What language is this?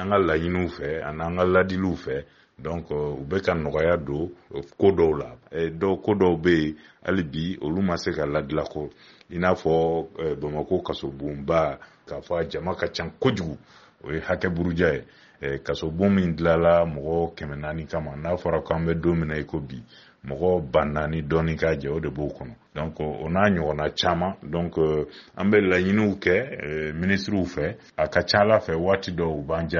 Bambara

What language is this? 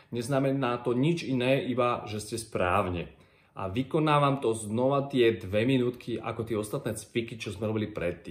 Slovak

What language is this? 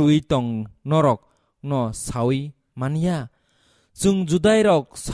Kok Borok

